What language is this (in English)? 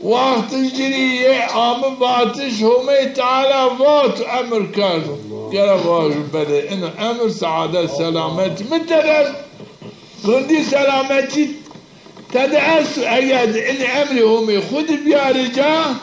Zaza